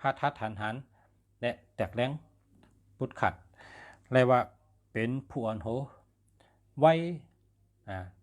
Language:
Shan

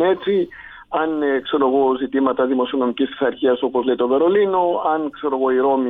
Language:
Greek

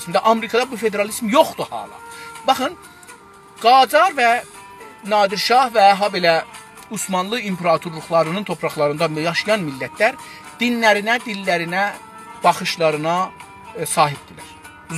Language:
South Azerbaijani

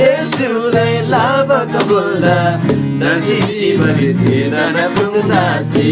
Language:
Eastern Tamang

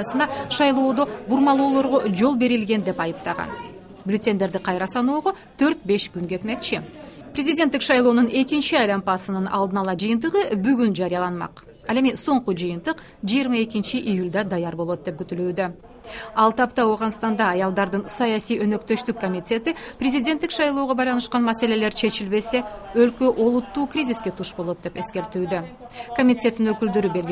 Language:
Kyrgyz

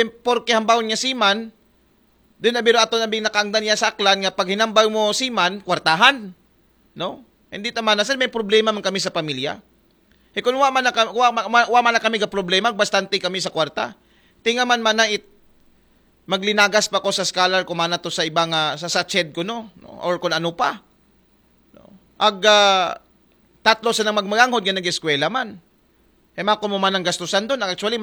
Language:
Aklanon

